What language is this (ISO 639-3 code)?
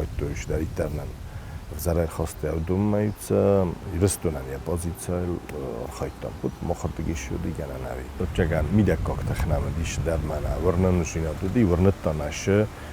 oss